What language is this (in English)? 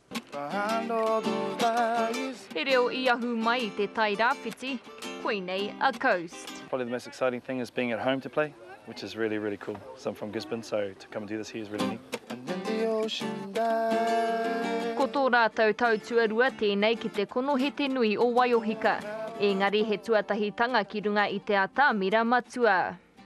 Māori